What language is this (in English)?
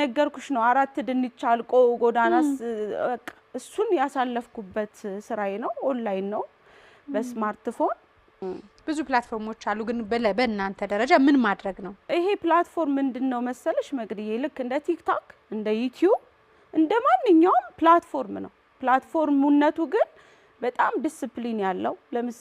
Amharic